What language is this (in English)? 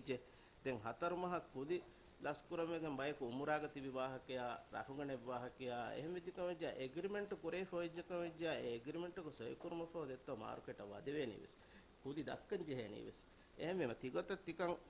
Divehi